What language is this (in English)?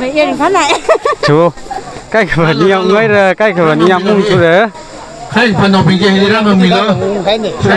Tangkhul Naga (India)